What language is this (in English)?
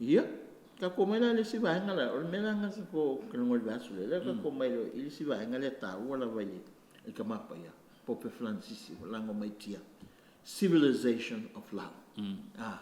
Samoan